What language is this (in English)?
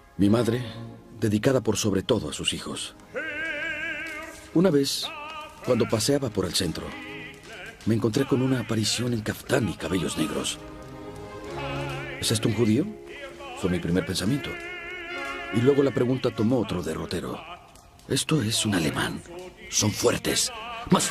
Spanish